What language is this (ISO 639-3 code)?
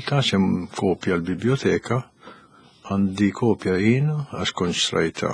mlt